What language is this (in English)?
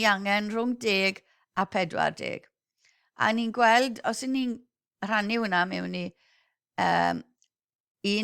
Welsh